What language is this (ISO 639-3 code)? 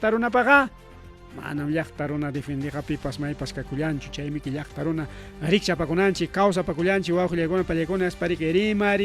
quy